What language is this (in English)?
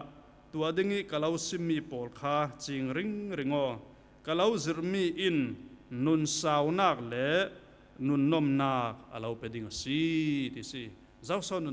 Falam Chin